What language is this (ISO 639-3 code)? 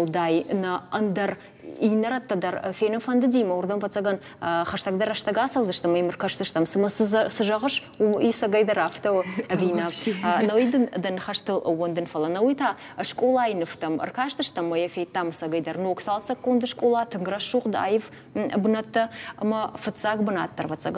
oss